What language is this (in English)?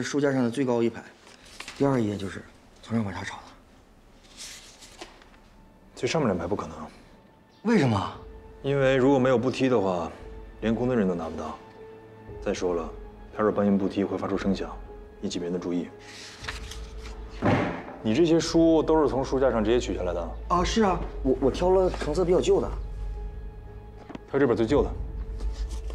Chinese